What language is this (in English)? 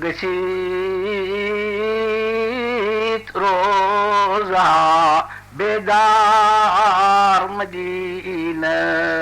Kashmiri